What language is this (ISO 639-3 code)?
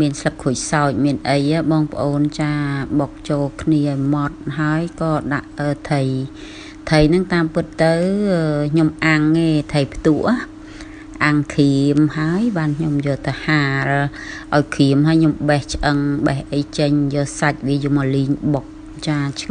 khm